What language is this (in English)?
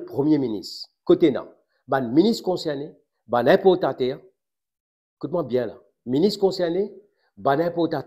Morisyen